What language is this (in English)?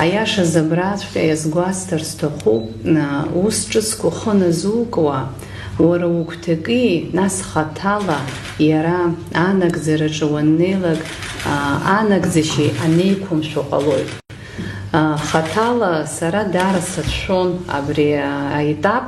Abkhazian